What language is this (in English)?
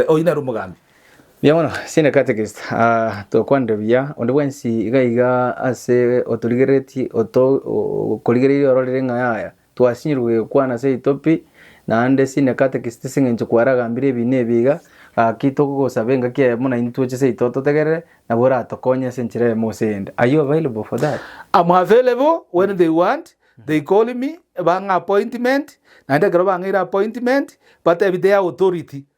Gusii